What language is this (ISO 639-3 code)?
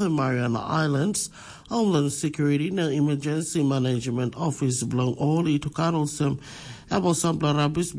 tpi